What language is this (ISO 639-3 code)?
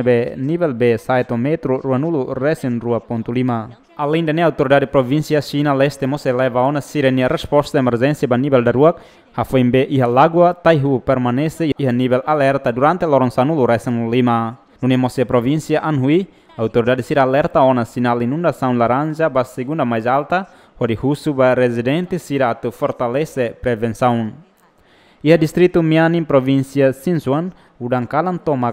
tet